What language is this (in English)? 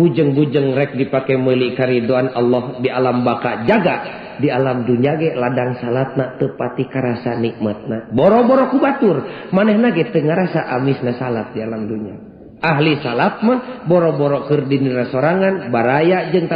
Sundanese